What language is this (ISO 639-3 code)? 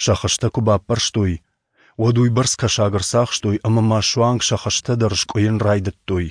oss